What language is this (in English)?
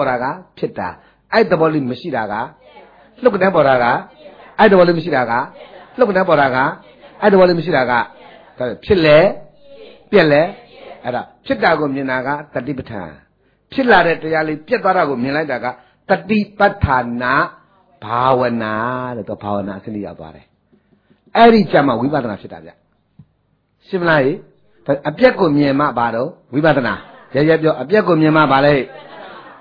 Burmese